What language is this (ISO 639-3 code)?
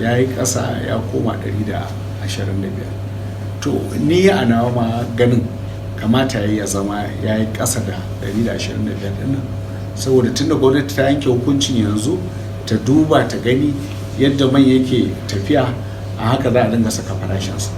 hau